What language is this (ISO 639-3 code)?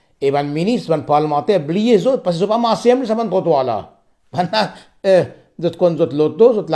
mfe